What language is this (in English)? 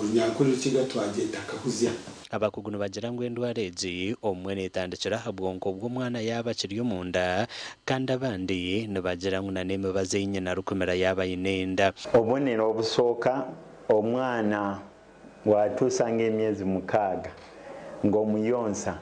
Nyankole